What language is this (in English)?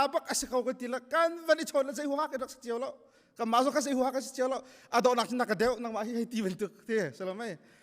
Hakha Chin